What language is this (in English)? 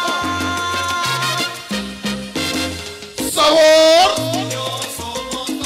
Spanish